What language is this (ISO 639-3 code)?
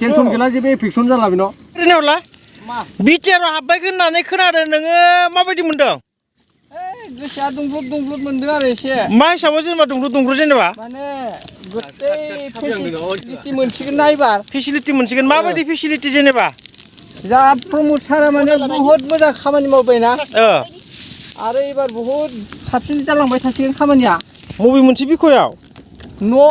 brx